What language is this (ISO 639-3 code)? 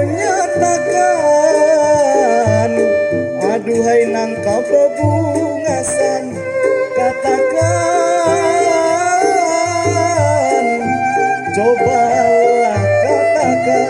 bjn